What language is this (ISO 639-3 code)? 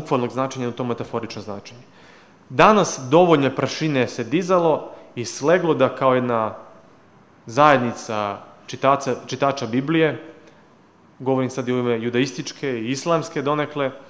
srp